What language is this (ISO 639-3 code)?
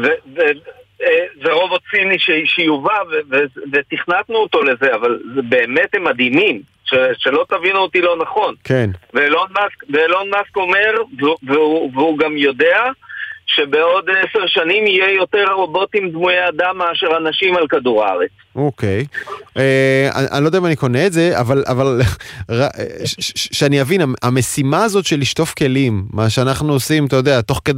heb